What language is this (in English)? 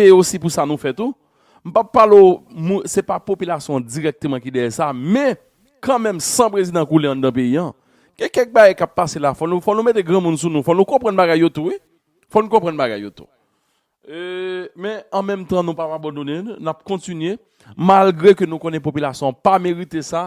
Haitian Creole